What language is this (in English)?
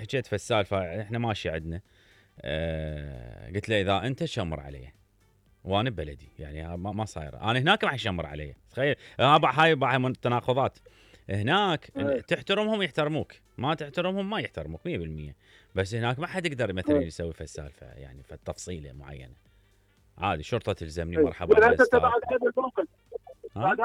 Mesopotamian Arabic